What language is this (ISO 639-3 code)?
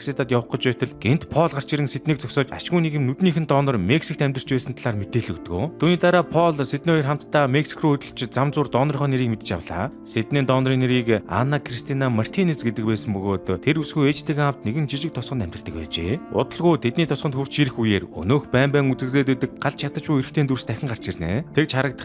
mon